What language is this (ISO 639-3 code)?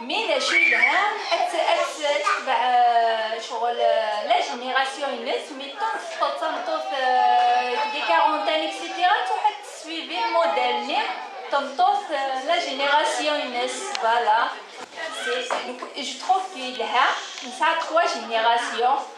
kab